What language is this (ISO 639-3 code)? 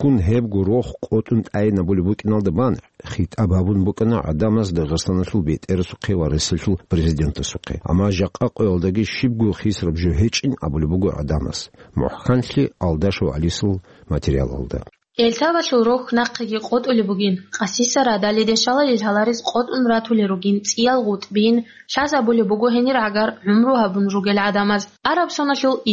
ava